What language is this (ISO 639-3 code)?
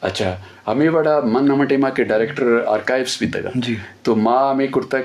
bgp